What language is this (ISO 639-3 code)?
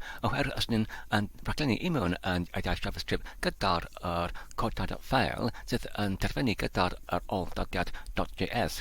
cym